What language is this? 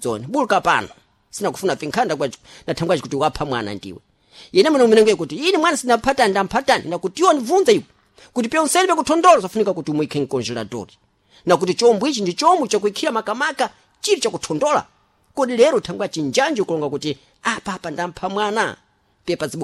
Sena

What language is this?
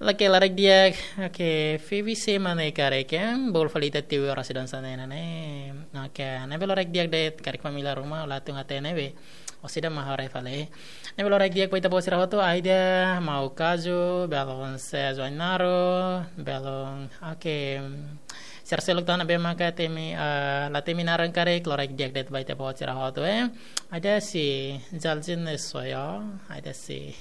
Tetum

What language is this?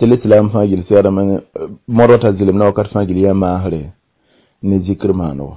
Mossi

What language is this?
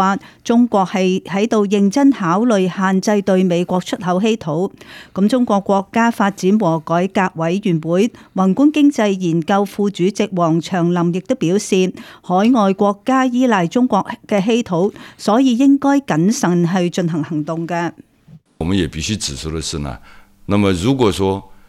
Cantonese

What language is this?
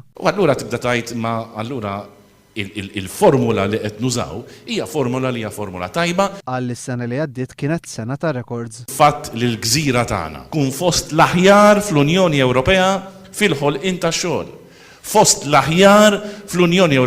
Maltese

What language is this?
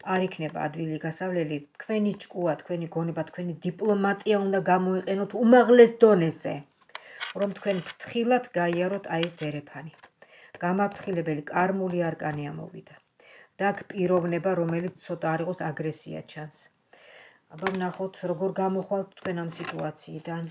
Georgian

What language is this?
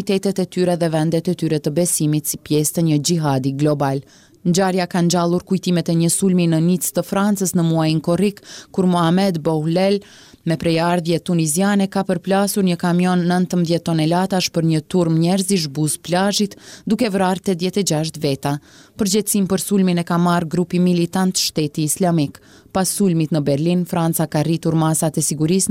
Albanian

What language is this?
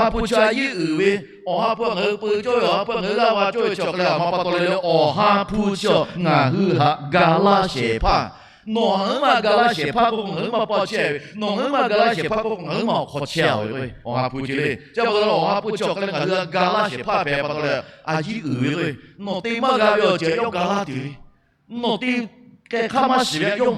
Lahu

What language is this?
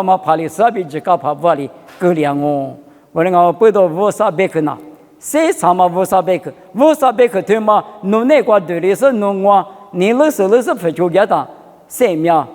Lisu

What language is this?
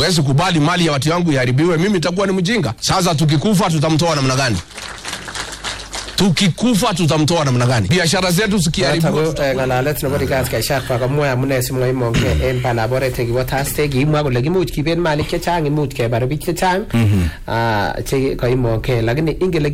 Swahili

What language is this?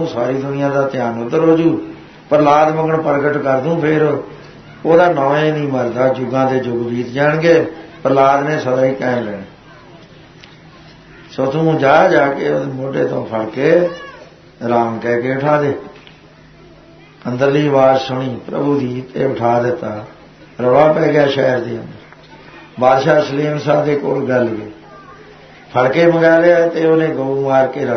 Punjabi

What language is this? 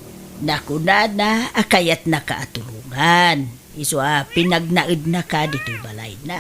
Iloko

